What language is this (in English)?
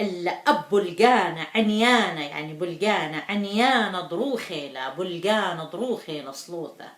Assyrian Neo-Aramaic